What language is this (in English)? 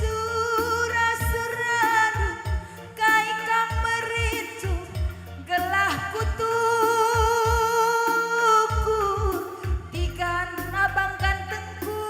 Batak Karo